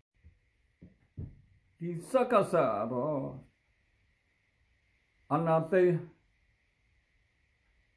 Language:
Burmese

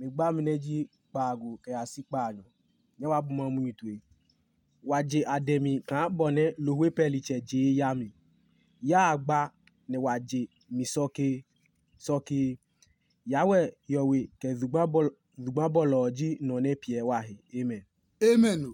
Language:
Adangme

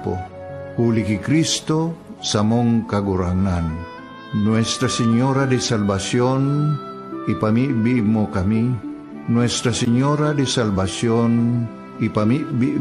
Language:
Bikol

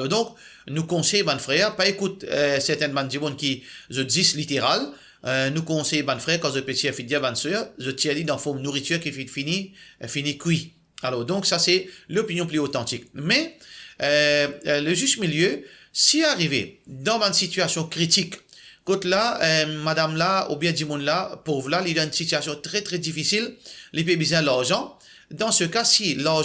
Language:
Morisyen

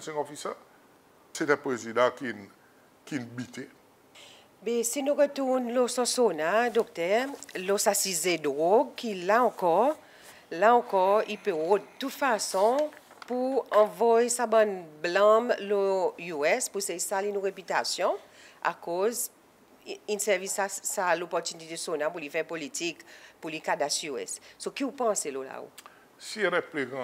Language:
Seselwa Creole French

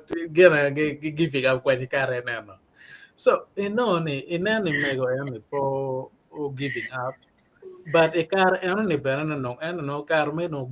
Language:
Acoli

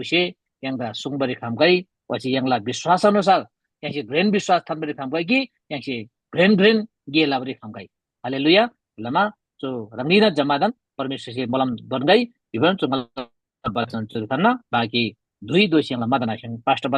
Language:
Eastern Tamang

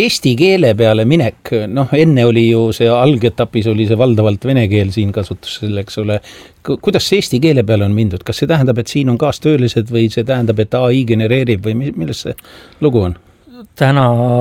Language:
Estonian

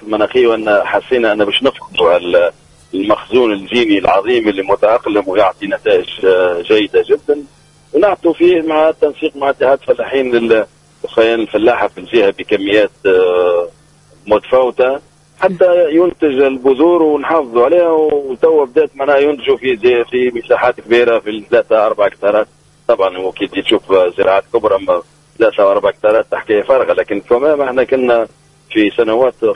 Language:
Tunisian Arabic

